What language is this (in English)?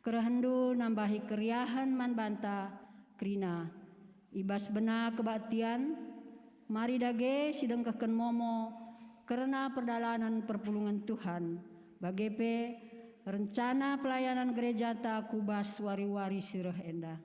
Batak Karo